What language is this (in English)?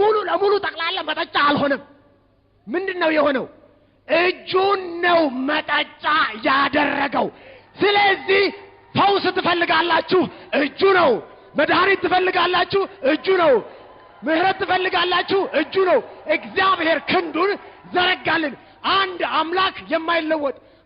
Amharic